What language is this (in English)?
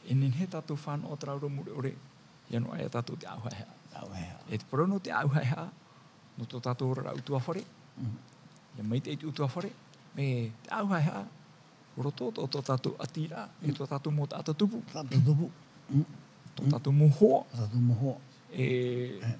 Tahitian